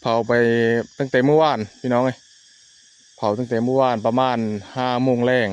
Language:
Northeastern Thai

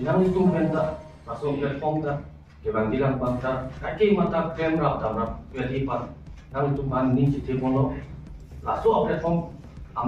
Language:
Karbi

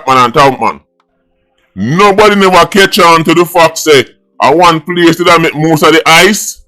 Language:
Jamaican Creole English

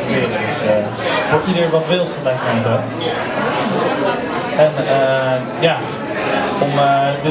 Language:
Dutch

